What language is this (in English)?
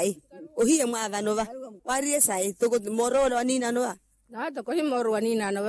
Makhuwa